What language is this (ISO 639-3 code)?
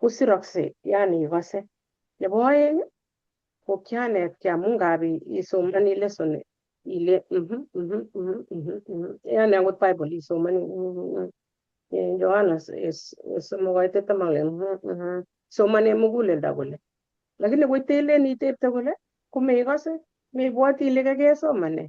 kln